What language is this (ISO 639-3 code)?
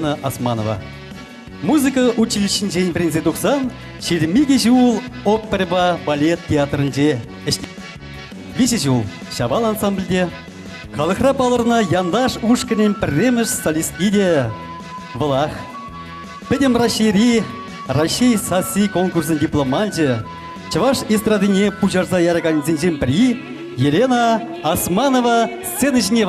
chv